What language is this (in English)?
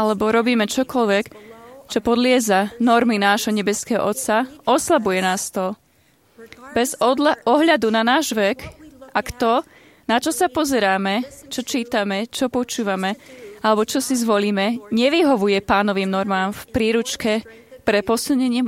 Slovak